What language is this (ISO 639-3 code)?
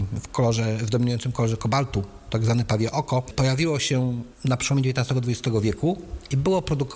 pol